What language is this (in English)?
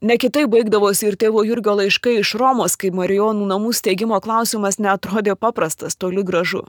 Lithuanian